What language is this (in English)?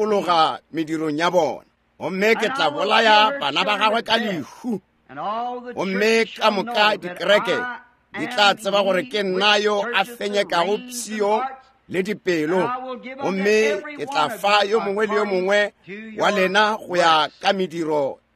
Northern Sotho